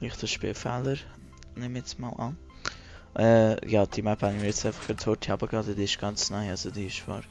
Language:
Swiss German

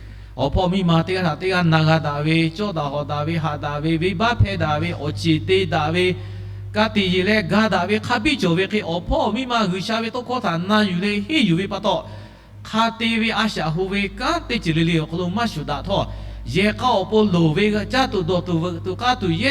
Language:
Lahu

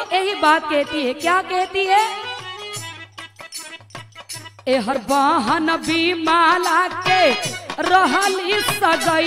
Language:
Bhojpuri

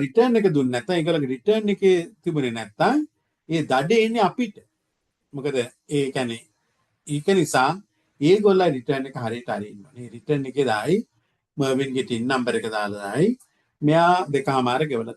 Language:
Sinhala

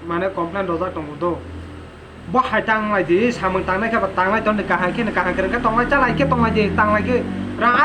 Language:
Kok Borok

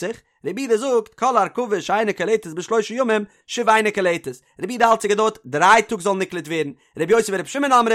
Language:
Yiddish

